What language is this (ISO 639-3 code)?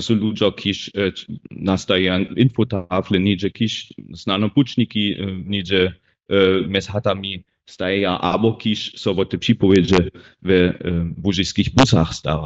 hsb